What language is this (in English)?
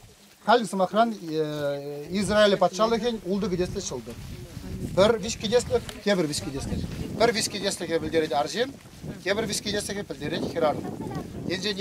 Chuvash